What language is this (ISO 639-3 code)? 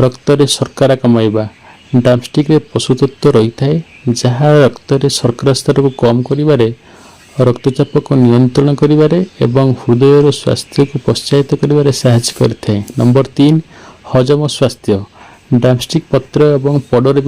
ori